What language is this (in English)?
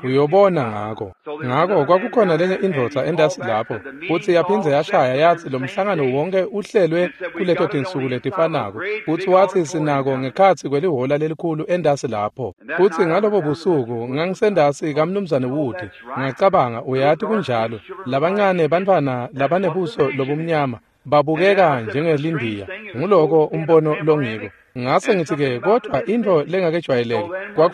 Swati